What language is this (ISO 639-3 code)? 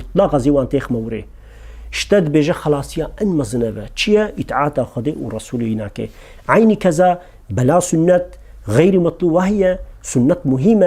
kur